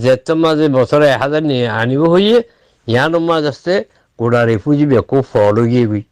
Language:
Rohingya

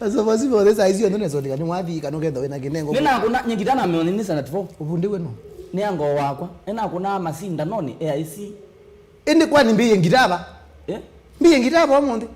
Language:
Kamba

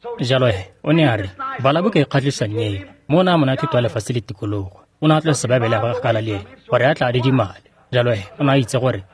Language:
Tswana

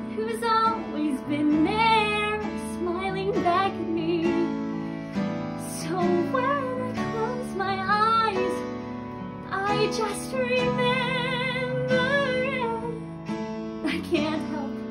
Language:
English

